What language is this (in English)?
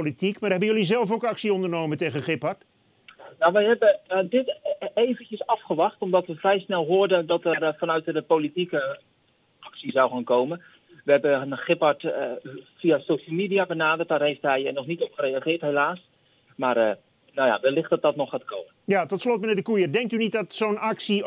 Dutch